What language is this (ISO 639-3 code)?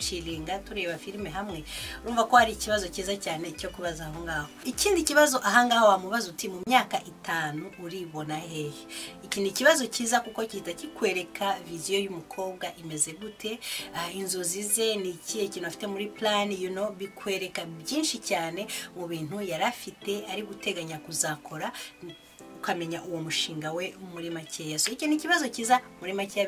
kin